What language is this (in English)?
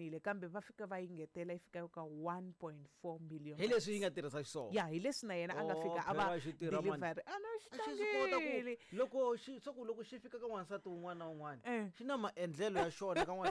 Tsonga